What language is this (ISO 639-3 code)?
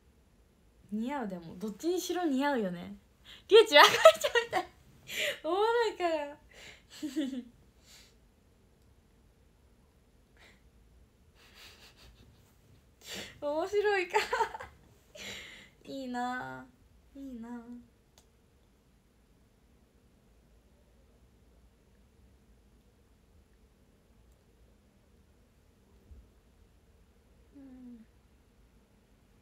jpn